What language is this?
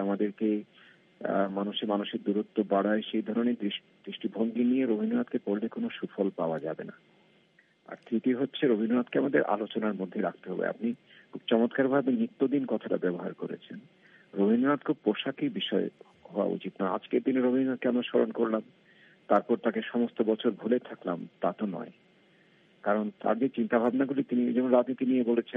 Bangla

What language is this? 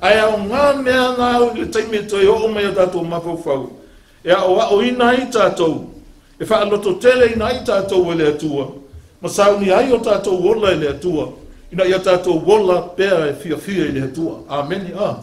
Samoan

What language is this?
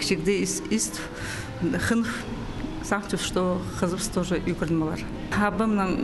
Khakas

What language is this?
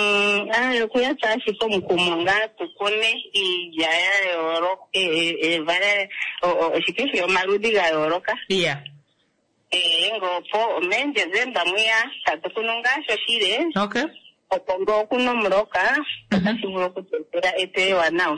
Kuanyama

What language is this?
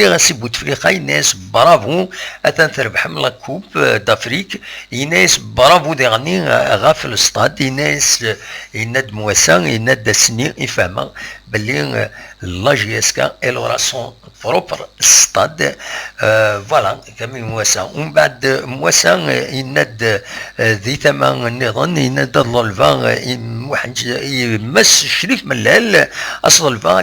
Kabyle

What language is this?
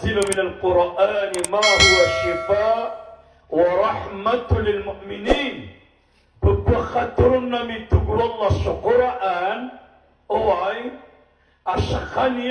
Maranao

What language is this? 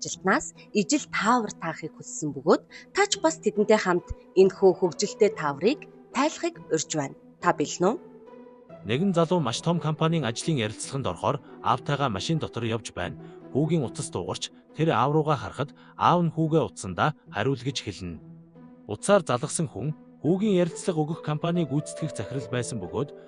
Mongolian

